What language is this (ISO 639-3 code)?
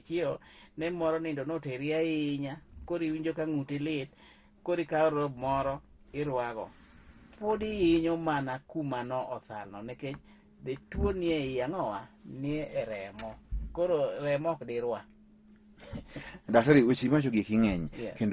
luo